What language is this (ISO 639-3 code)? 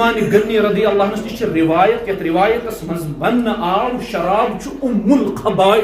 kas